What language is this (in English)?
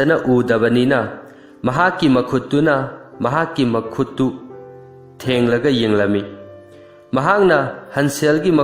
Manipuri